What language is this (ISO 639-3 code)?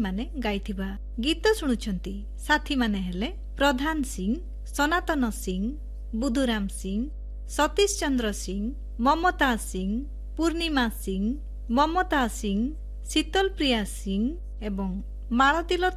ori